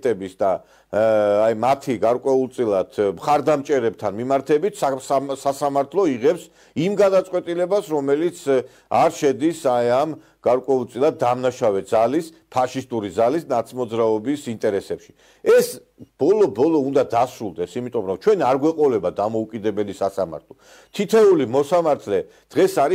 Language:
Georgian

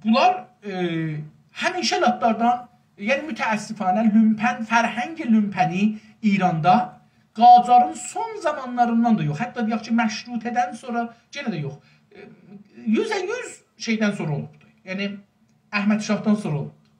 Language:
South Azerbaijani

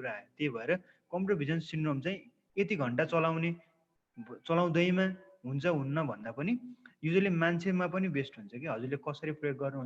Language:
Nepali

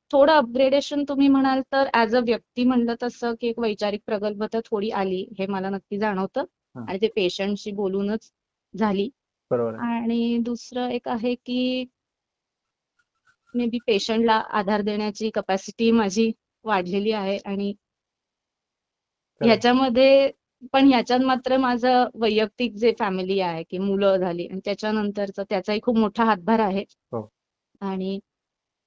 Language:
Marathi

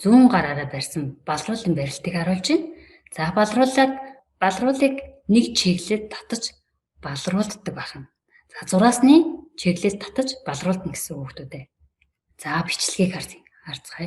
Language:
Mongolian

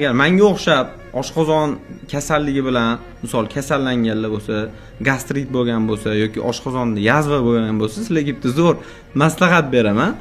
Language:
Uzbek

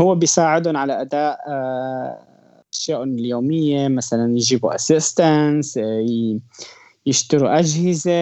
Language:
North Levantine Arabic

